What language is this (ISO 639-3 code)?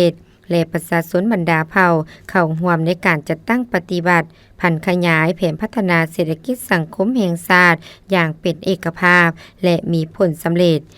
lao